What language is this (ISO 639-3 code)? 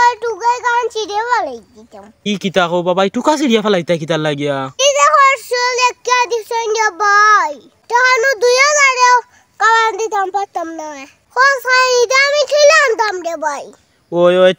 syl